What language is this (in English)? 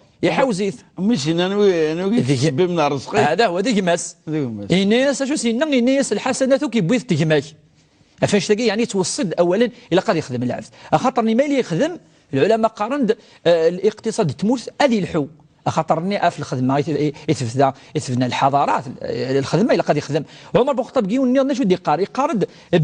Kabyle